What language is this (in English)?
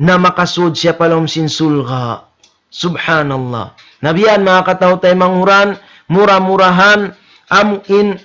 Tausug